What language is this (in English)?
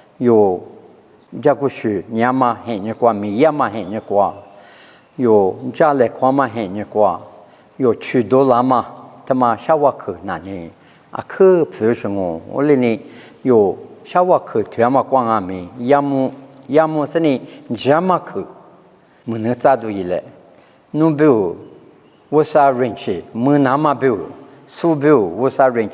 Lisu